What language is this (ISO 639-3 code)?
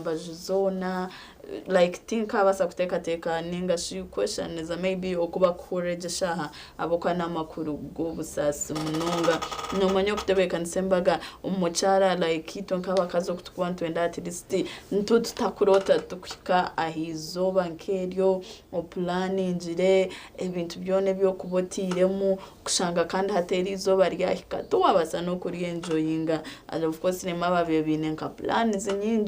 nyn